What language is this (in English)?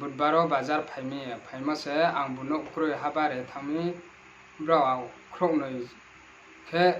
Riang (India)